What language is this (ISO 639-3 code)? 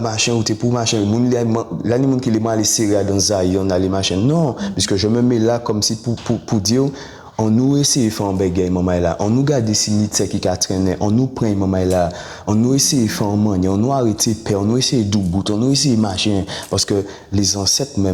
gcf